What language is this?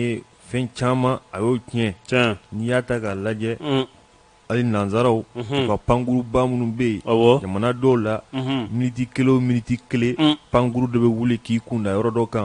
Bambara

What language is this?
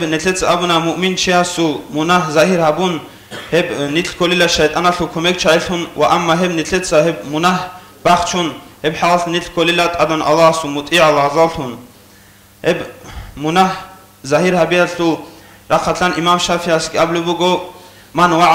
Avaric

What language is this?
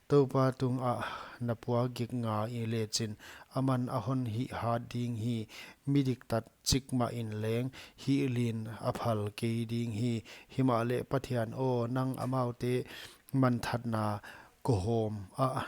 Paite Chin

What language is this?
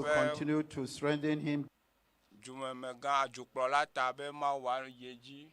Ewe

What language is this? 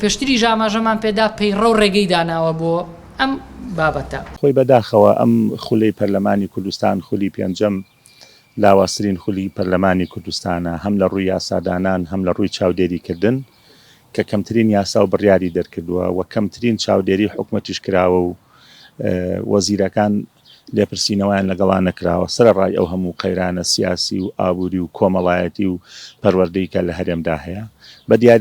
Central Kurdish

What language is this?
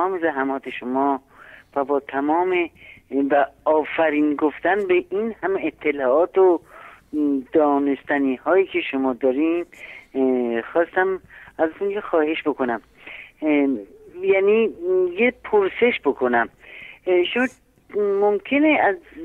Persian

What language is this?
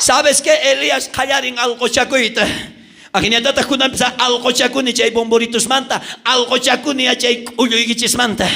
South Bolivian Quechua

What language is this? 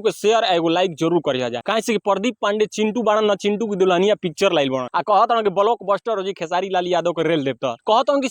Bhojpuri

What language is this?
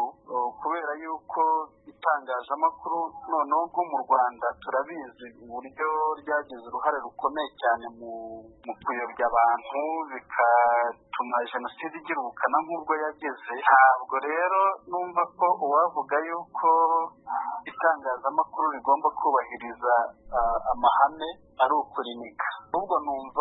Kinyarwanda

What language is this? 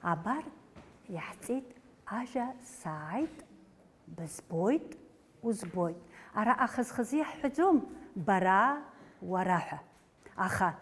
Abkhazian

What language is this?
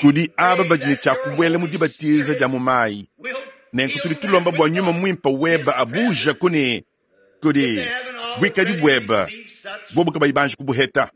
Luba-Lulua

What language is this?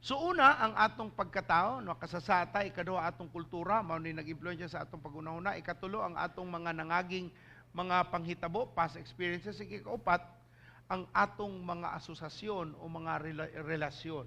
Cebuano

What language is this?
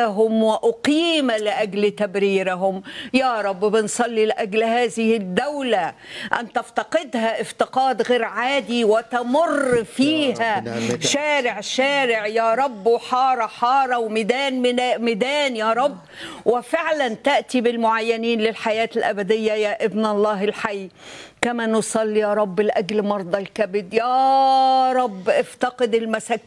Egyptian Arabic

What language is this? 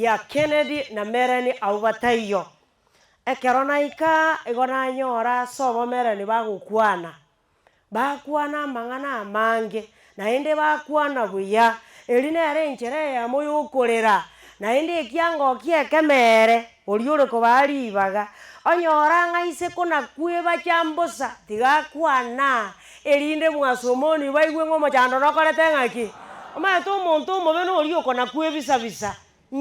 Gusii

